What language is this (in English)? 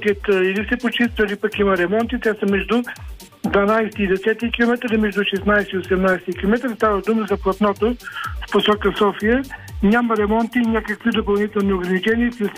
Bulgarian